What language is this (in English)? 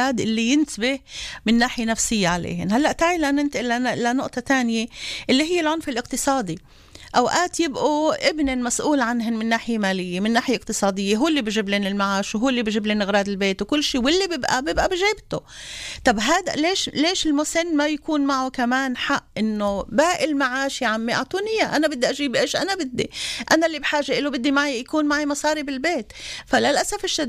North Levantine Arabic